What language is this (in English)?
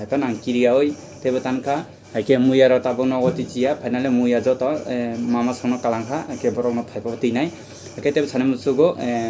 Kok Borok